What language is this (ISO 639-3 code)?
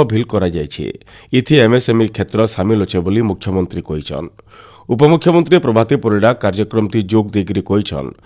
ori